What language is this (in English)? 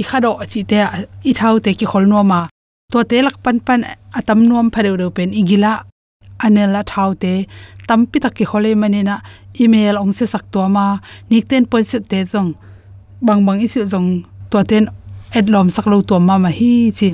Tedim Chin